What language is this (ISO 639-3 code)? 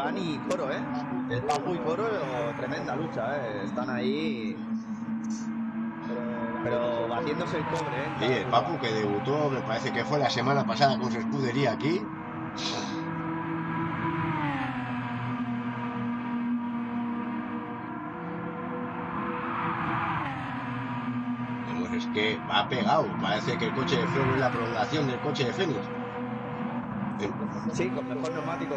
spa